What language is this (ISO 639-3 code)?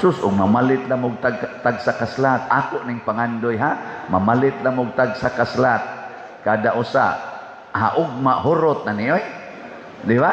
ceb